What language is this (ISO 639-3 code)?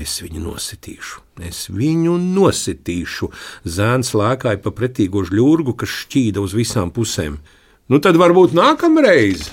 lav